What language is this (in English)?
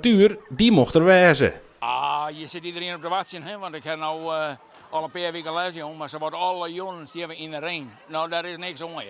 Western Frisian